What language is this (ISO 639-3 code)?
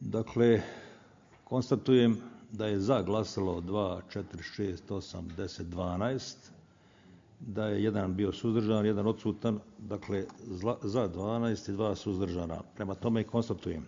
bos